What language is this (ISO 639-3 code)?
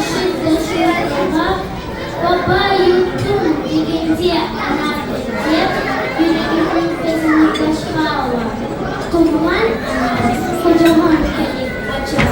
crh